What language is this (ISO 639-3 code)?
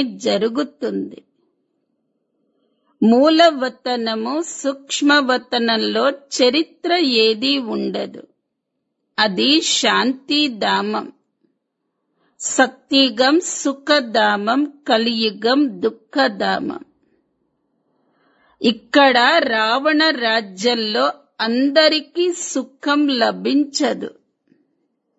tel